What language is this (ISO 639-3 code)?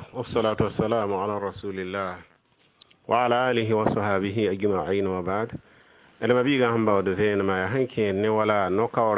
mos